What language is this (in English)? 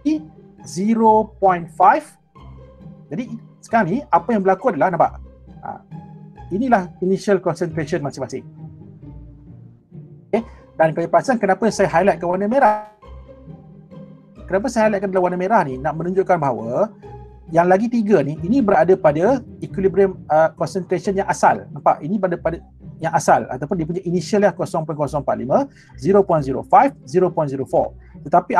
Malay